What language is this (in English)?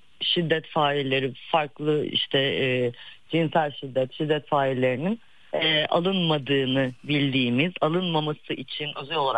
Turkish